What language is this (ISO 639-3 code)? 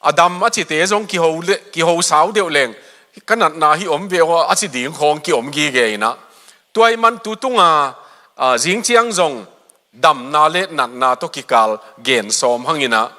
ctd